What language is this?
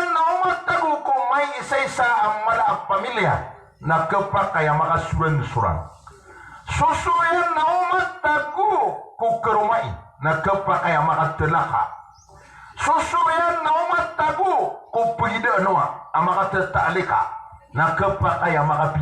Maranao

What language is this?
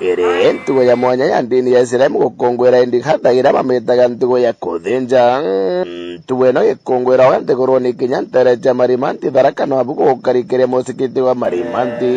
Meru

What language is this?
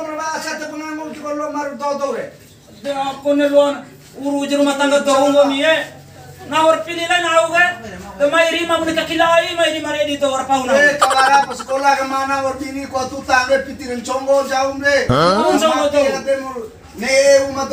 Bima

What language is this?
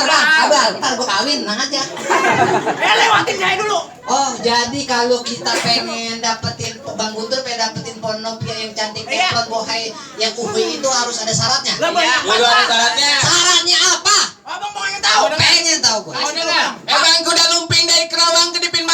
Betawi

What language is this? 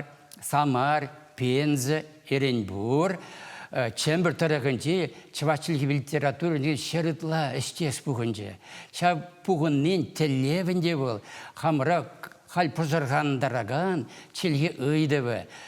Chuvash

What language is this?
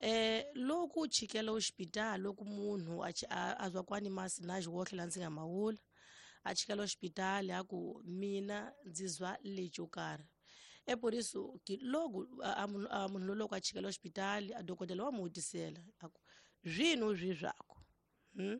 Tsonga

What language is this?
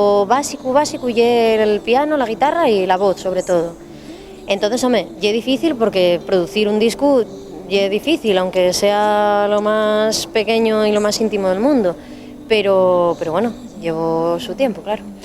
Asturian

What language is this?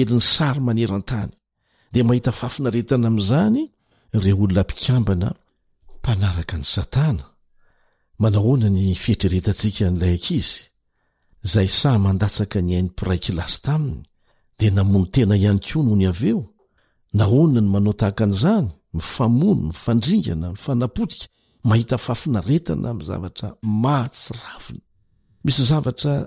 Malagasy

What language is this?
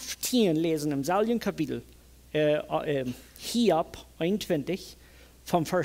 Plautdietsch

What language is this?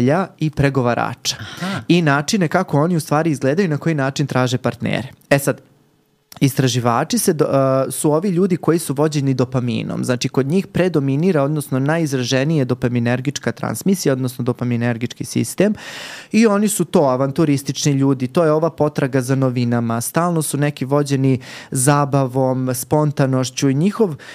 Serbian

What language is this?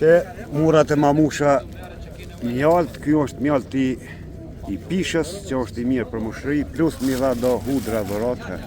Albanian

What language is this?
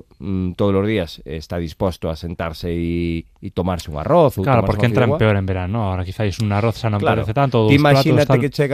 Galician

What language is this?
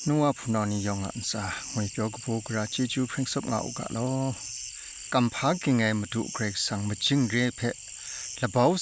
Kachin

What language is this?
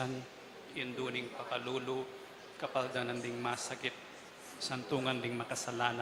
Pampanga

